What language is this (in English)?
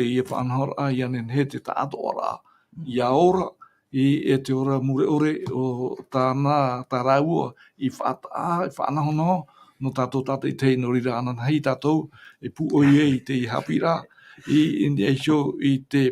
Tahitian